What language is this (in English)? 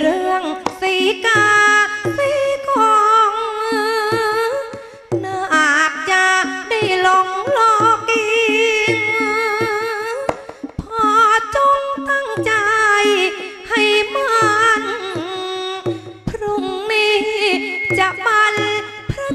Thai